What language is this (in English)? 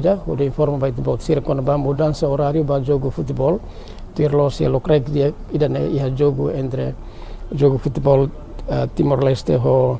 Tetum